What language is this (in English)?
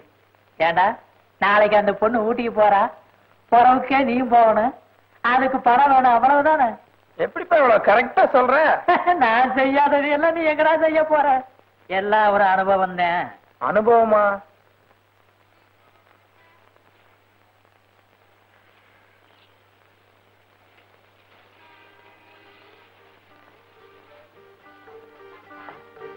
Tamil